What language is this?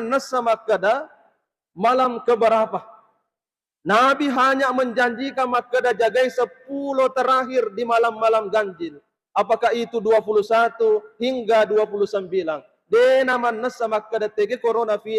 Buginese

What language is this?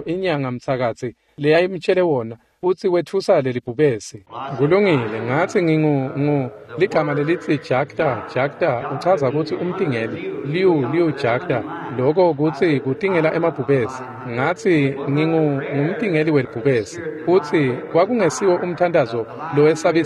Swati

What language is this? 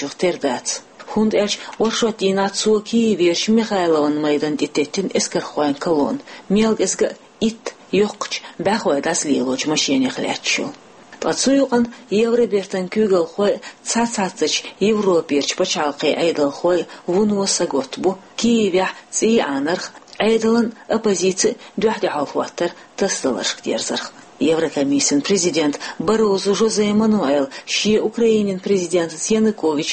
Chechen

